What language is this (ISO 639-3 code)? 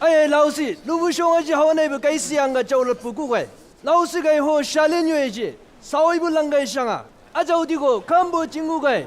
nbc